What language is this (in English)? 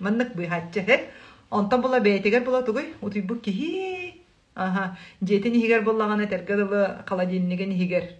Yakut